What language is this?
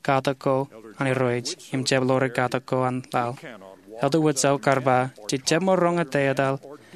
Marshallese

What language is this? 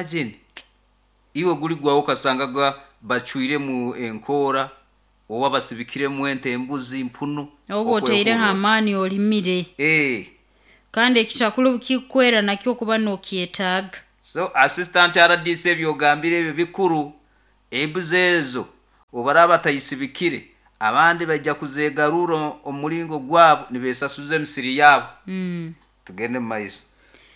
Nyoro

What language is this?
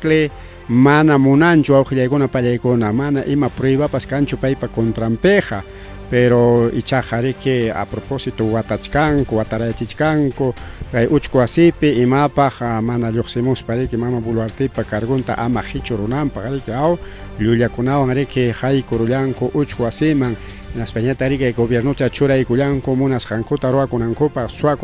Ayacucho Quechua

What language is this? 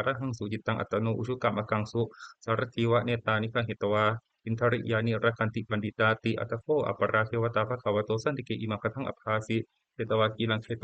Pali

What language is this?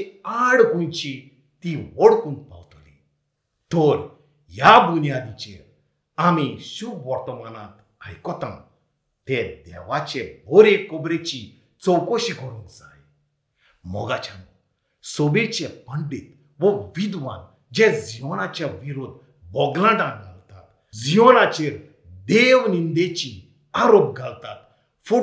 Konkani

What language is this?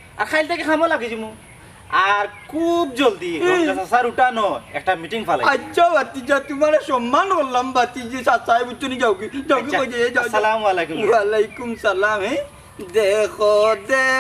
Sylheti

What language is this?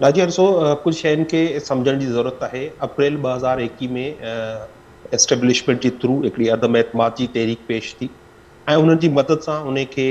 Sindhi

